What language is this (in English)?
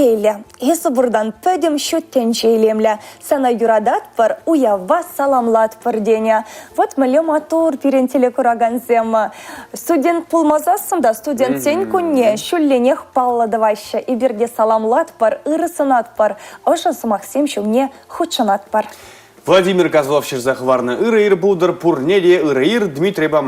Chuvash